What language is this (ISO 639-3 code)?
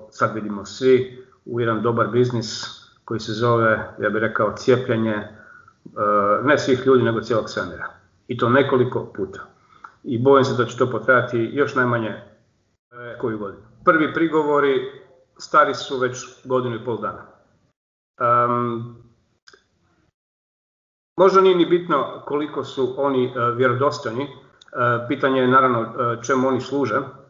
hrv